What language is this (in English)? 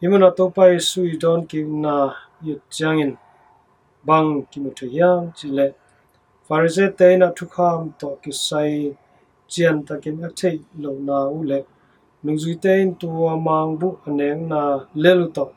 Tedim Chin